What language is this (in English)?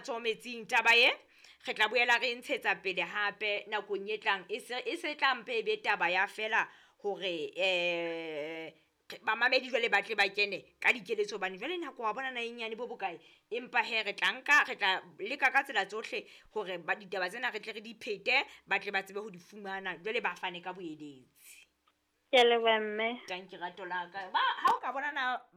Southern Sotho